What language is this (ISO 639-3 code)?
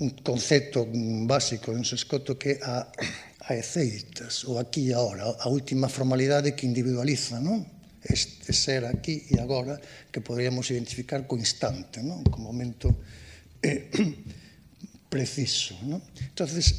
glg